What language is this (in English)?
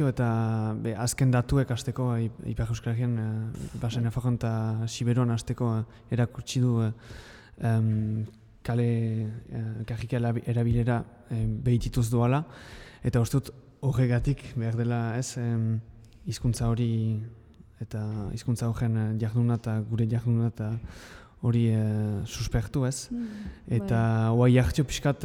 Basque